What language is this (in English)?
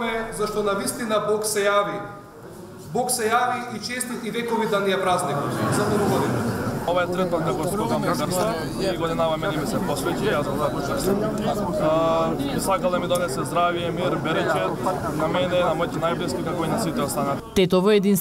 Macedonian